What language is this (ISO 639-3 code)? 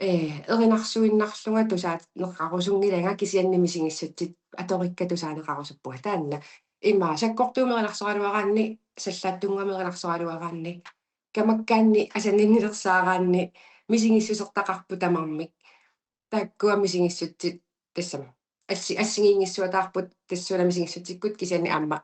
kal